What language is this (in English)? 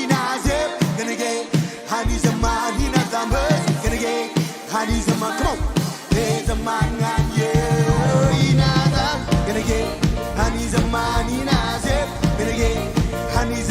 Marshallese